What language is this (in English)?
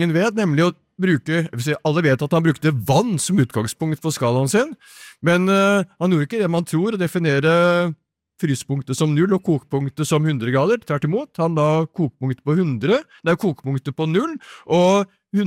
Norwegian